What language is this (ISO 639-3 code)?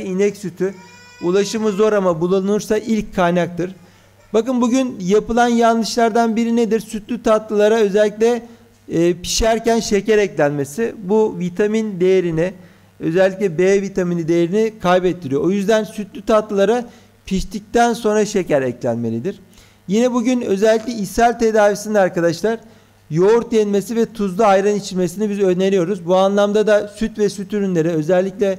tur